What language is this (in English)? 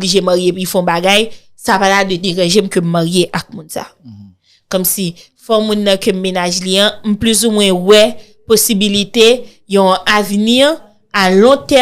Haitian Creole